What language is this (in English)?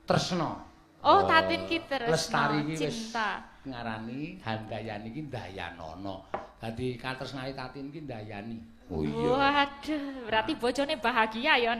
Javanese